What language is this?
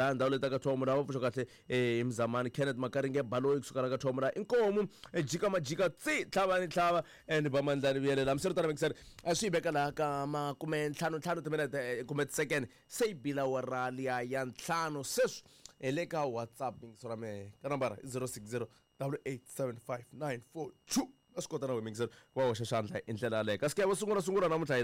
Tsonga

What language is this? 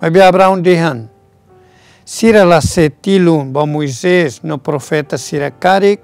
Tetum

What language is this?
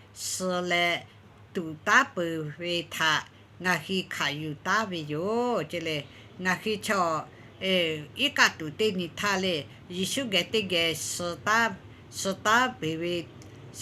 Lahu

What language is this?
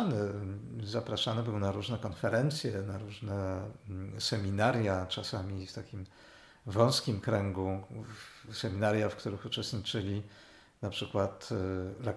Polish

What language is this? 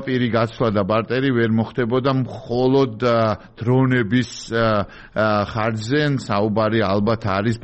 Georgian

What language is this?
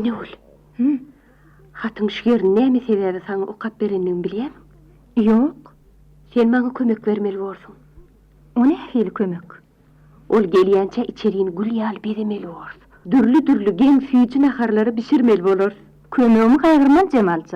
Turkmen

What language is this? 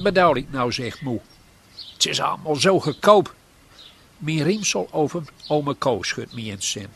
Gronings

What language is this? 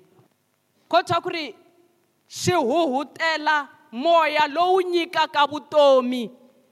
Tsonga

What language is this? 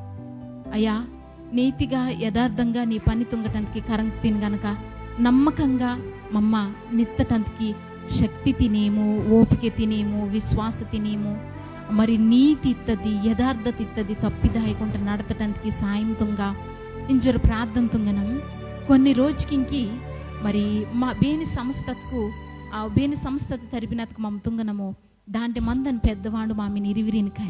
Koya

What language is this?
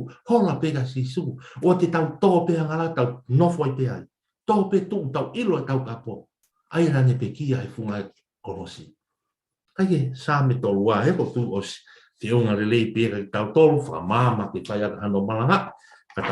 Tongan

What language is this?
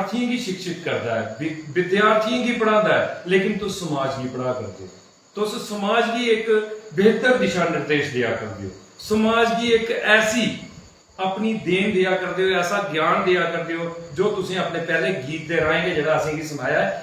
Dogri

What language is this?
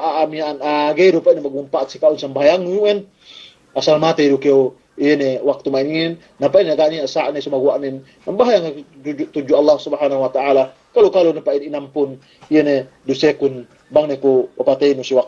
Yakan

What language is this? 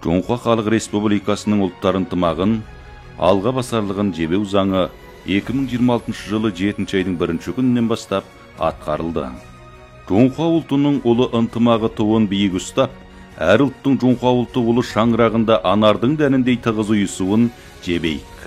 Kazakh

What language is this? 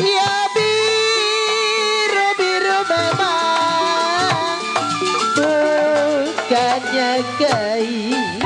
Betawi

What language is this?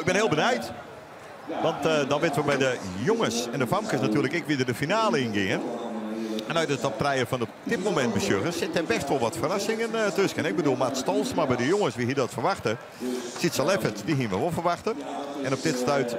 Western Frisian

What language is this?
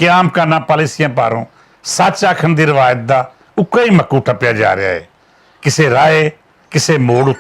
Western Panjabi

